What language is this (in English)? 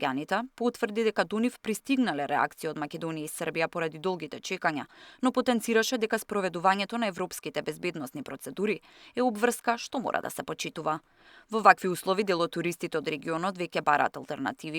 Macedonian